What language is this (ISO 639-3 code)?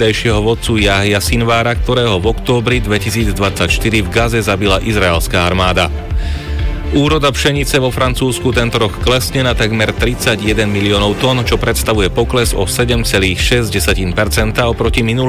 slk